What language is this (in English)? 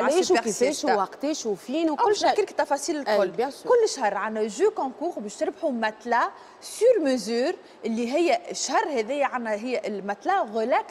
Tunisian Arabic